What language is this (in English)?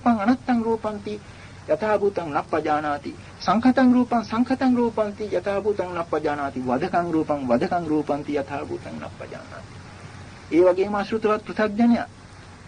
Sinhala